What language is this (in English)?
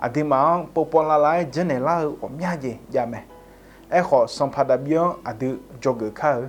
Akha